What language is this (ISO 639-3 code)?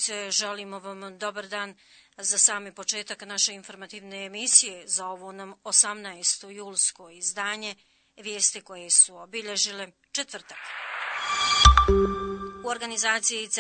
bos